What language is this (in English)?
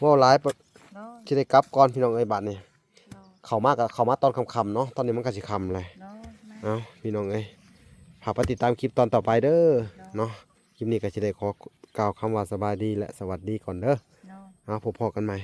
Lao